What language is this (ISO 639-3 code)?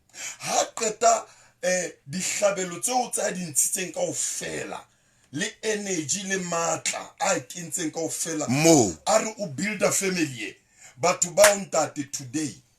sot